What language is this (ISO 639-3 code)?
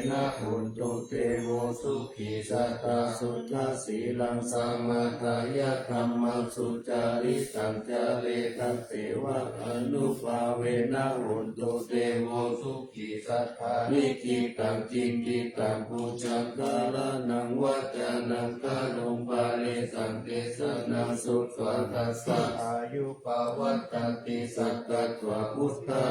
pli